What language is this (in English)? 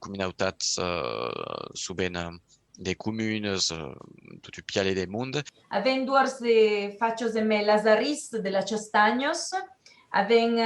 Occitan